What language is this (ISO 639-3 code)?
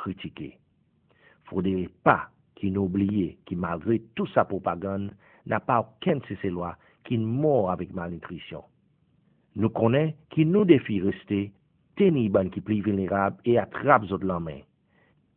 crs